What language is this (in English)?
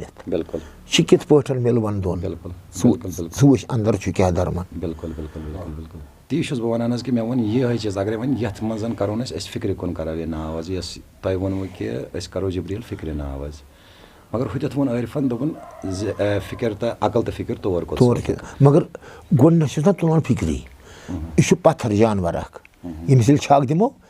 Kashmiri